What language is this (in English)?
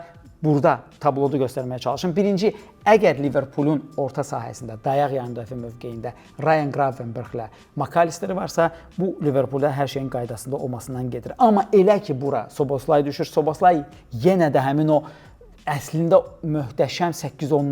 Azerbaijani